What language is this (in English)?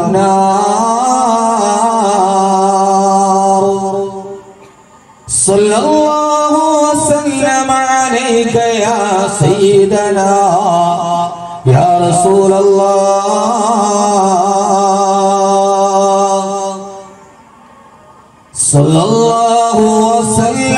Malayalam